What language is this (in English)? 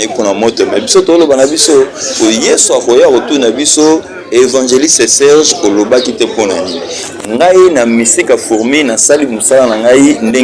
Lingala